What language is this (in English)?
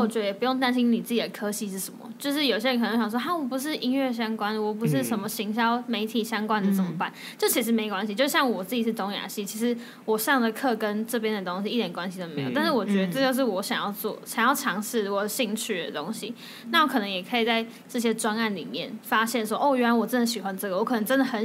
Chinese